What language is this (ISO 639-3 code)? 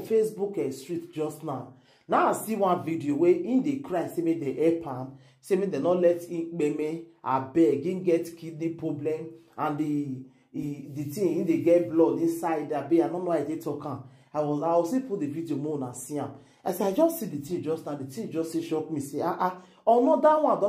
pcm